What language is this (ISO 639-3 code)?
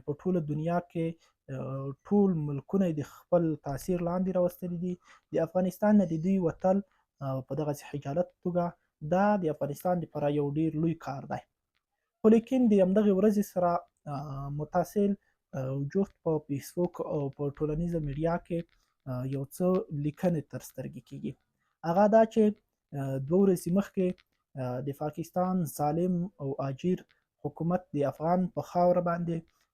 pus